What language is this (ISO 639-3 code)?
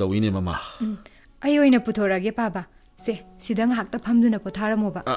mni